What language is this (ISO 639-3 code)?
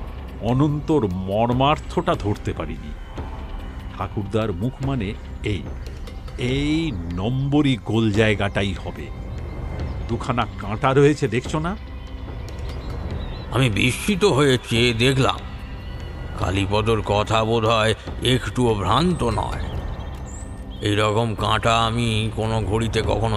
ben